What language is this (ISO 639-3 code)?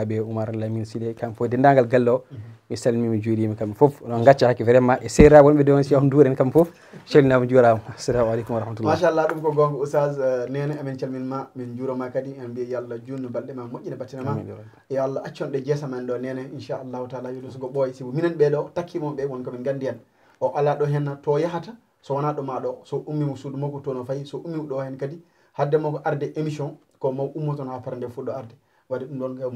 ful